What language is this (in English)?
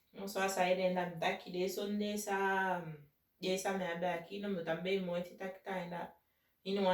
Saramaccan